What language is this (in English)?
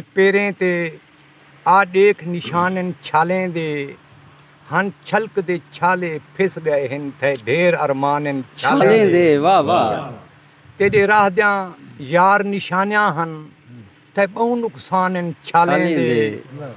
Saraiki